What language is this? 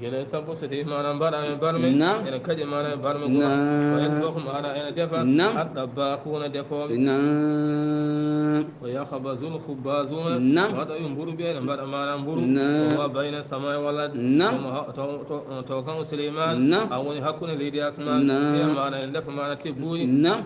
Fula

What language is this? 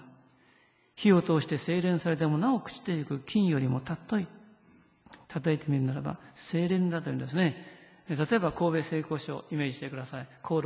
Japanese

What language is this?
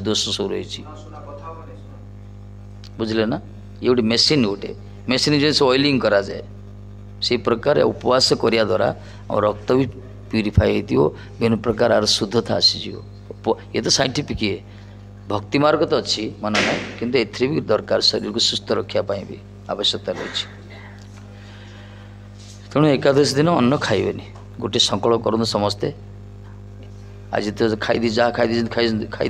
Odia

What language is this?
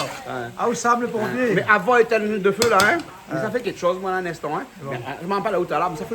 Réunion Creole French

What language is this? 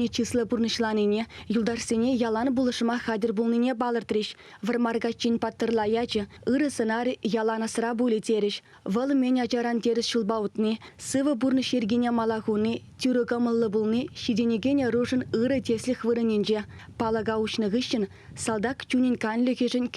Chuvash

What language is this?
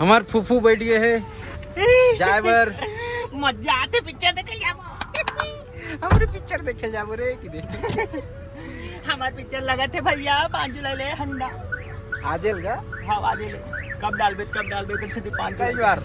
Chhattisgarhi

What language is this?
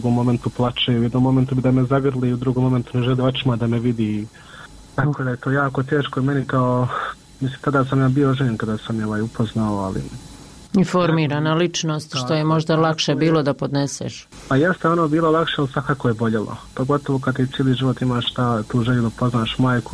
Bosnian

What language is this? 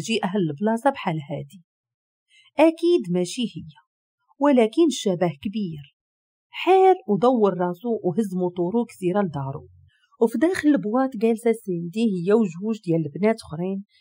Moroccan Arabic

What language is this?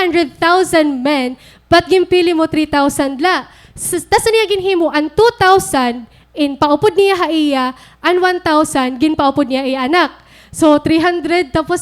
Waray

